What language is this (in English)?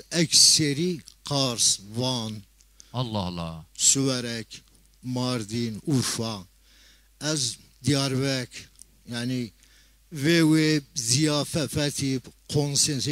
Zaza